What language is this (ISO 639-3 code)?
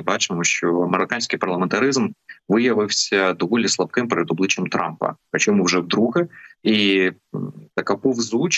ukr